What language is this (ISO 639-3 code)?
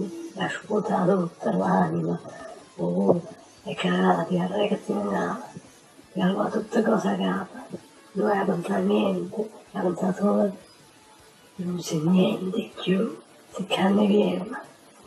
nap